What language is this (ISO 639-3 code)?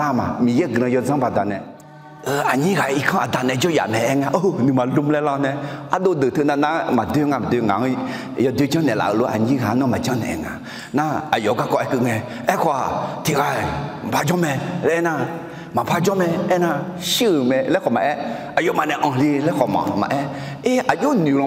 ahk